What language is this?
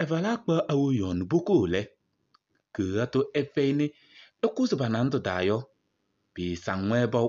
Kabiyè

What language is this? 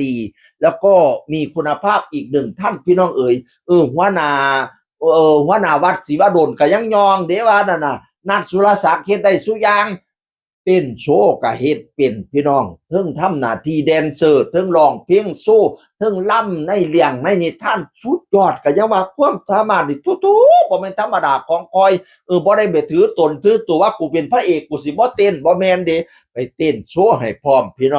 Northeastern Thai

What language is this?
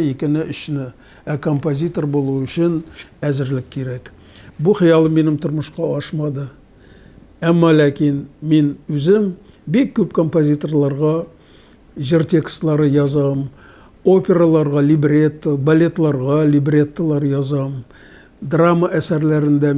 Tatar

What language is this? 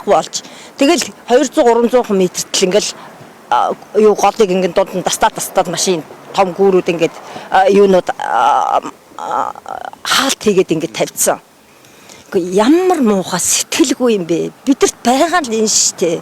Mongolian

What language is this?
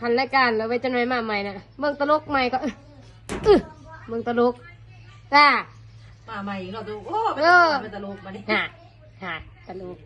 Lao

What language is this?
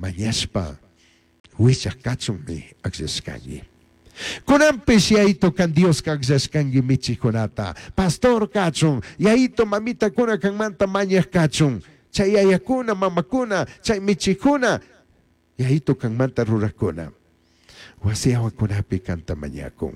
Chimborazo Highland Quichua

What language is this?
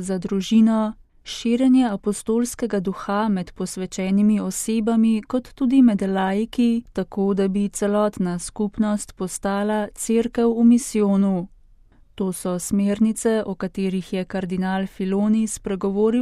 Slovenian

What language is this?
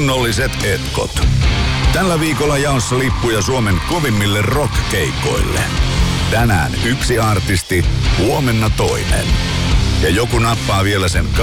Finnish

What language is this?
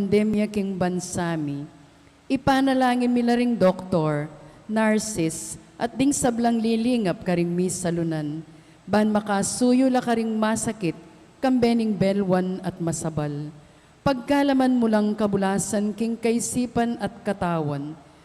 Pampanga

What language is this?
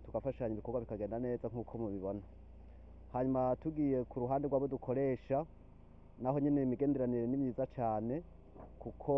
Rundi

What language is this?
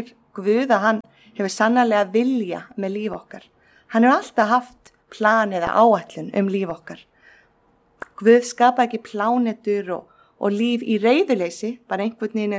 Icelandic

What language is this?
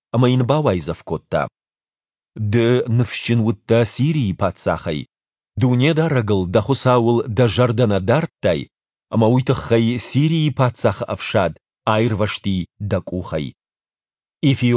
Ossetic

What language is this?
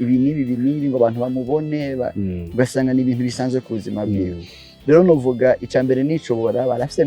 Rundi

